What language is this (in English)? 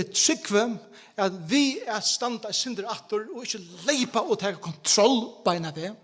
Faroese